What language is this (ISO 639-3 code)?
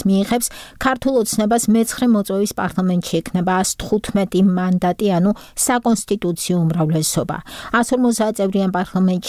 kat